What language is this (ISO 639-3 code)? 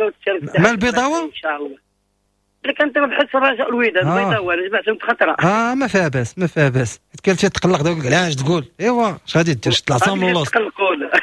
ary